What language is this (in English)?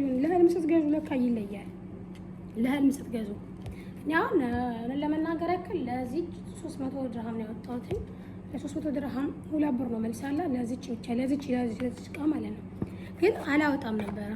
Amharic